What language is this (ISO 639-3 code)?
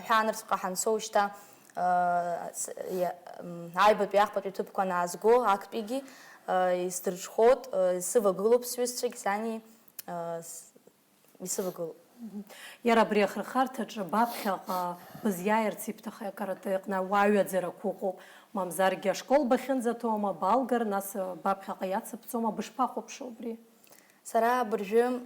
abk